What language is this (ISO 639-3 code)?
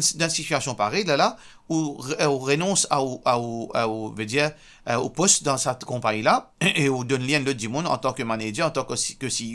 mfe